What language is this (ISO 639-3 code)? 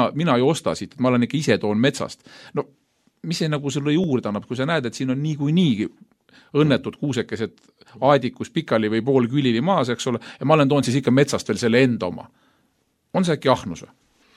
est